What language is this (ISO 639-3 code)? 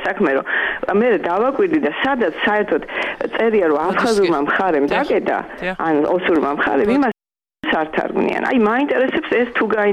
kat